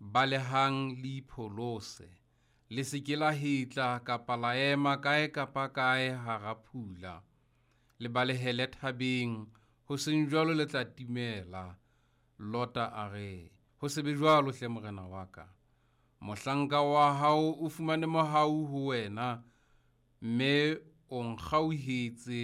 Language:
Southern Sotho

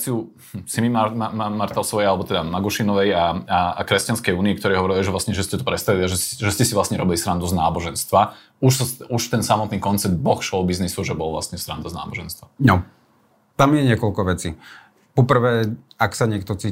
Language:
Slovak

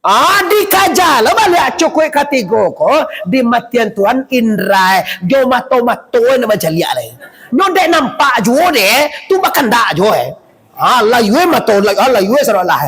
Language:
Minangkabau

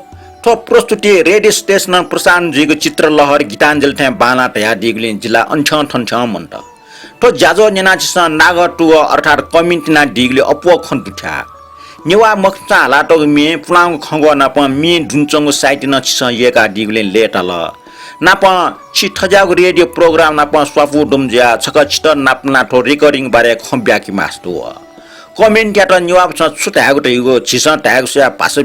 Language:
Newari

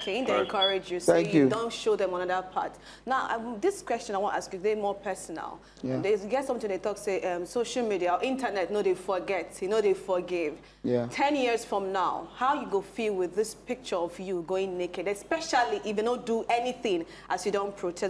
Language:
Nigerian Pidgin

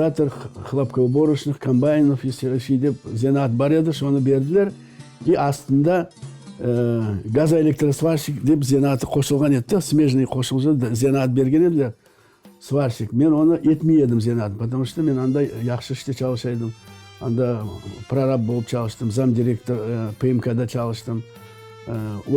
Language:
Crimean Tatar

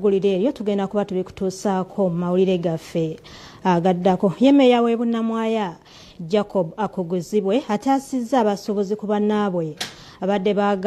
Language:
Ganda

